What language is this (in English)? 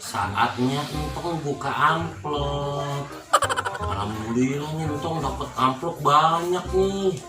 Betawi